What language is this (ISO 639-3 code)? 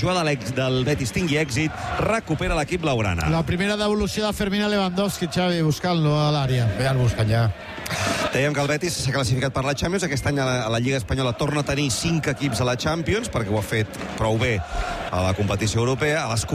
cat